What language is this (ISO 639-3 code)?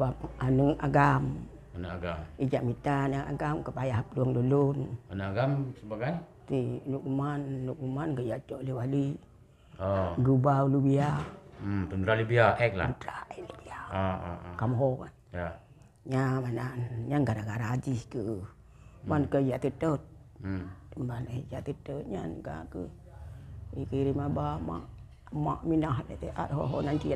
ace